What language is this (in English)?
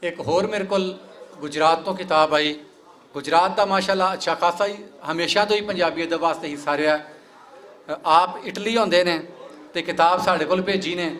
Western Panjabi